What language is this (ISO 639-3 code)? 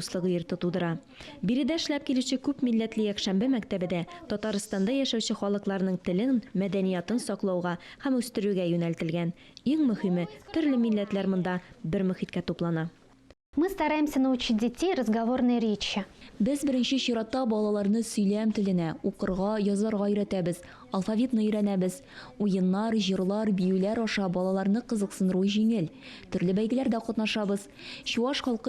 tat